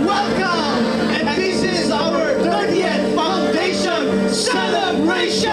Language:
Hiligaynon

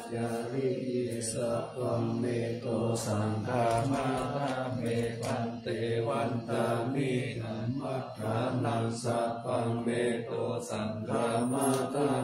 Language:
Pali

